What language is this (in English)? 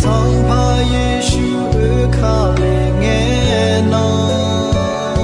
Akha